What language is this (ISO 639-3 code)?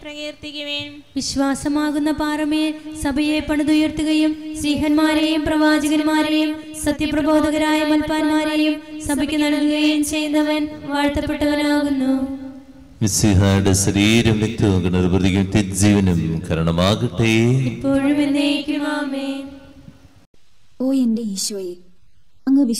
mal